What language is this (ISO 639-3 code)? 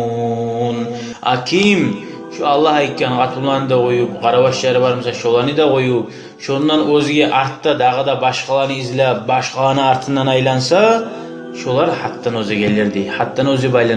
kum